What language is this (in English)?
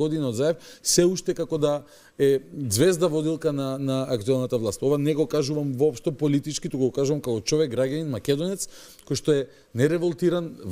Macedonian